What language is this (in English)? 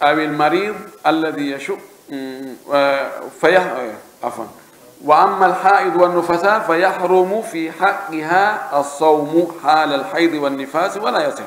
Pular